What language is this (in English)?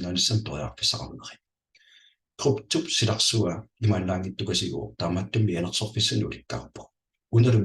Kalaallisut